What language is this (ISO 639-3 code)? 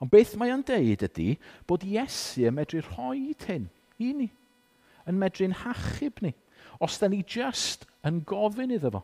cym